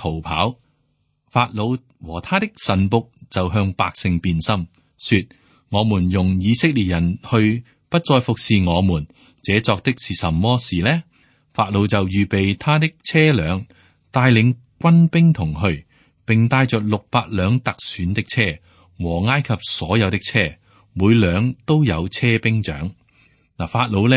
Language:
Cantonese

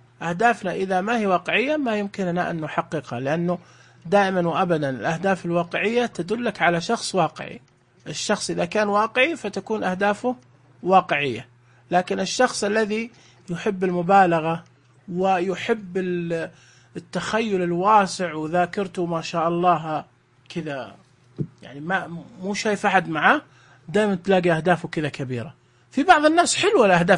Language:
Najdi Arabic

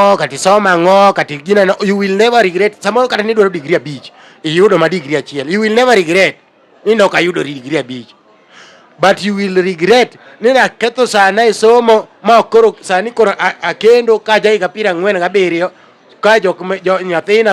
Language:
Luo (Kenya and Tanzania)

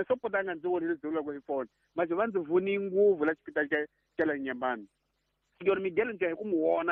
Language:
Tsonga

